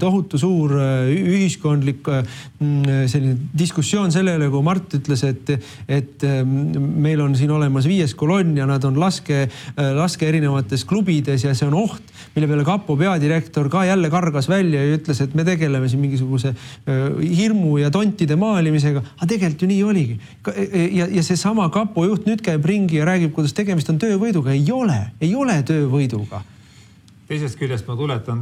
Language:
Estonian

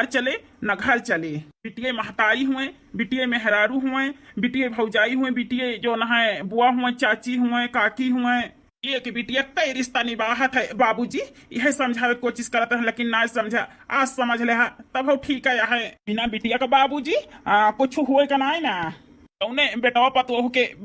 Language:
Awadhi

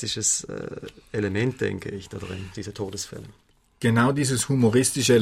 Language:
German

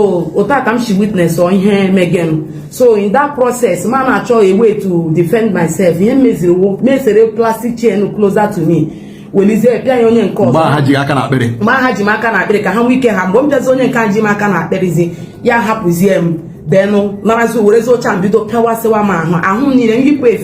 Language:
Igbo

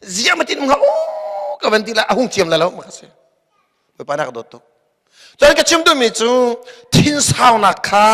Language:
Hakha Chin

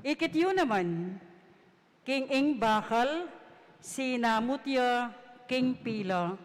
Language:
Pampanga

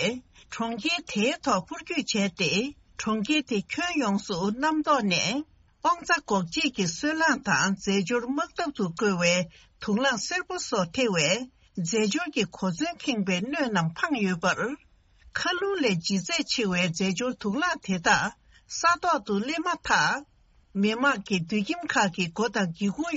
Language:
Tibetan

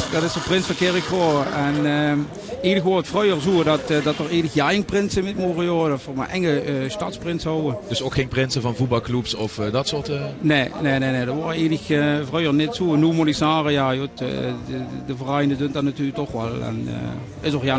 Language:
Limburgish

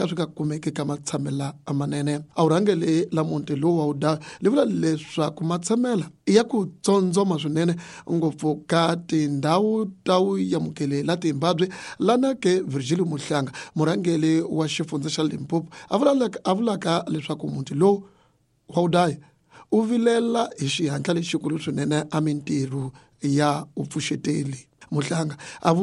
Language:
Tsonga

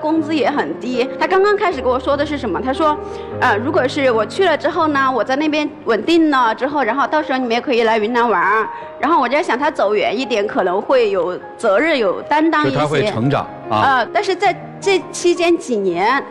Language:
Chinese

